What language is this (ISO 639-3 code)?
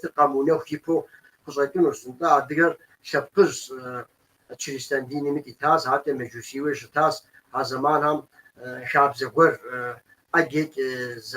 kbd